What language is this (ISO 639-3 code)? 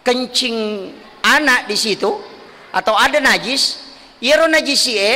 bug